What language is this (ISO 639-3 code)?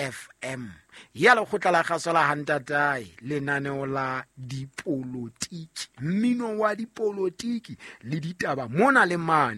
sot